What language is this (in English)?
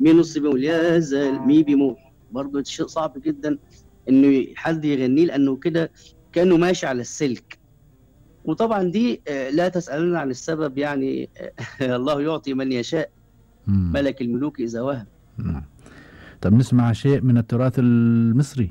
Gulf Arabic